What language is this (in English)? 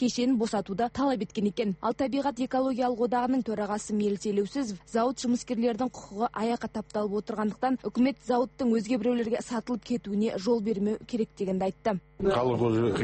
Kazakh